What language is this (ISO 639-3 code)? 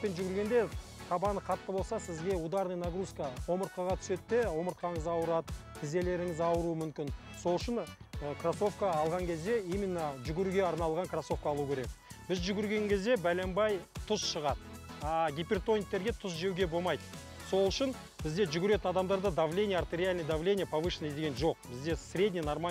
kaz